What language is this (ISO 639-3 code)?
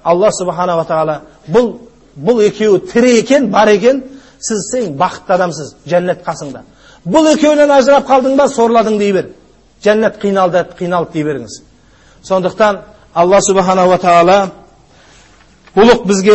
kaz